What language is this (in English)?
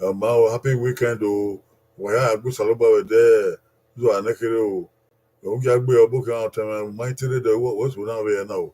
Bini